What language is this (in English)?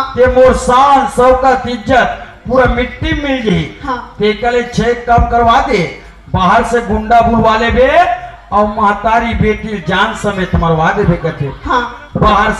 Chhattisgarhi